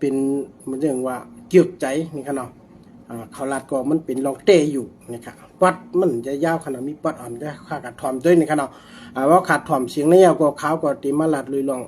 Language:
Shan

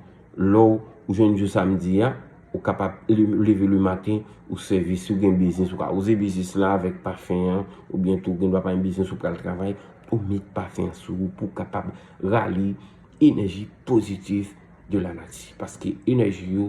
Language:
Haitian Creole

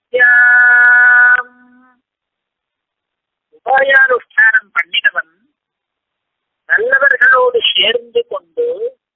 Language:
Tamil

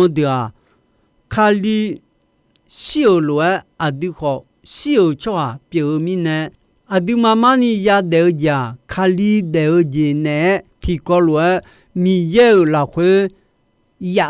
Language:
Akha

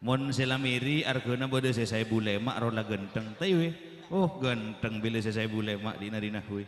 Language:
Madurese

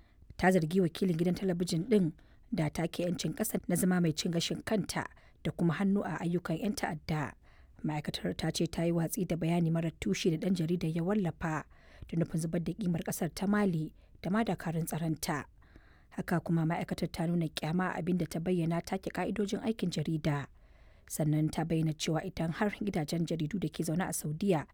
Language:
Hausa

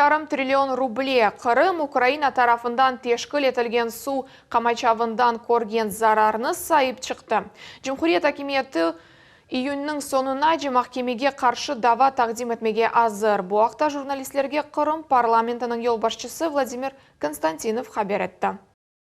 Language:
Crimean Tatar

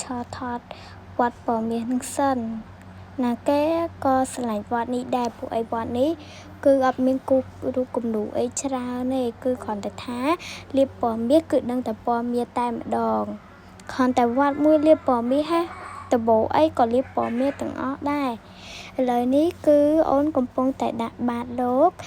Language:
Khmer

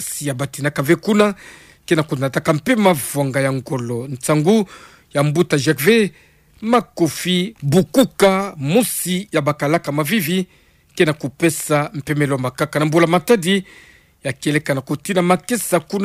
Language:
Kituba (Democratic Republic of Congo)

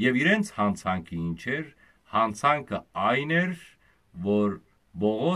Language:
Western Armenian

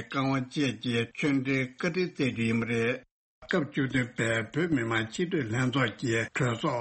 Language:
Tibetan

